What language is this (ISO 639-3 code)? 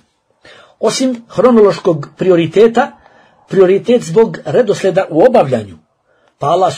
bos